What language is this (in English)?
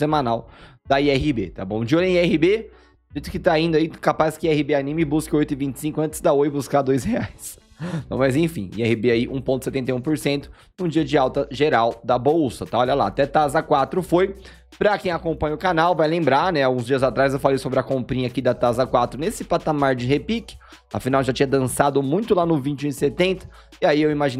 Portuguese